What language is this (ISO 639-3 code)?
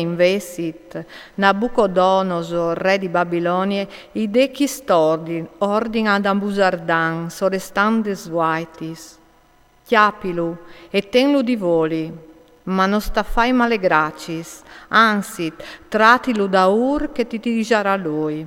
fur